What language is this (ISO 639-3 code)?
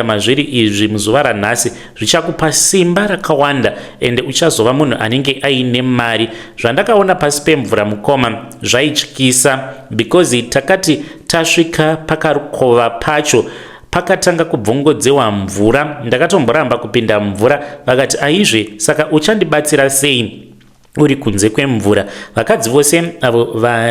sna